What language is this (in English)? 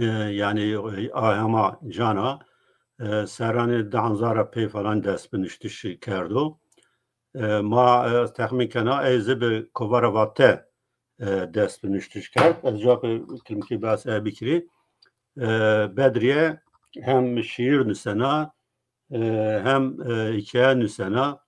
Zaza